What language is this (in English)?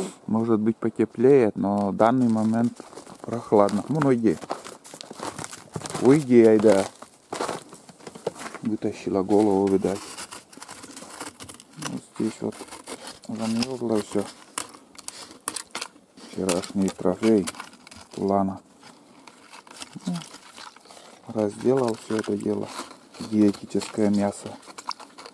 Russian